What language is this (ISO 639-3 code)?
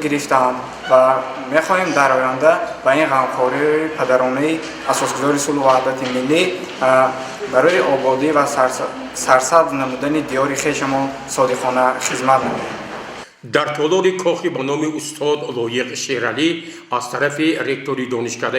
tgk